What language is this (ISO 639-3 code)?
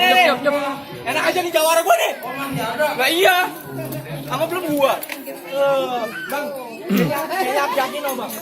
bew